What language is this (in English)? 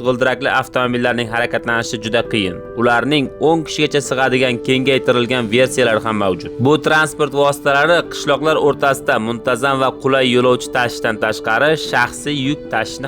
Uzbek